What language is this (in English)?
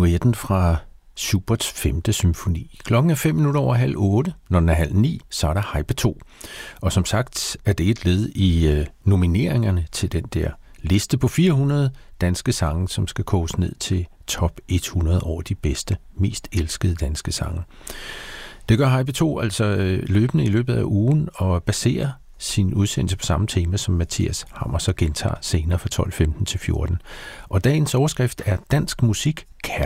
Danish